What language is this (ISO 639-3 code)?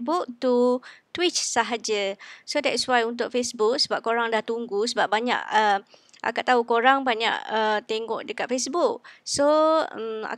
msa